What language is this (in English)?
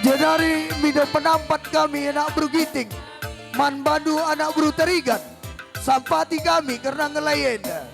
Batak Karo